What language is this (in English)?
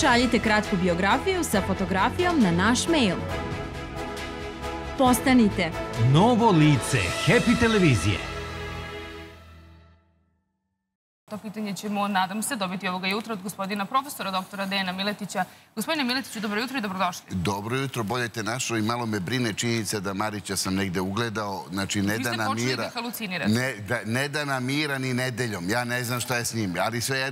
Serbian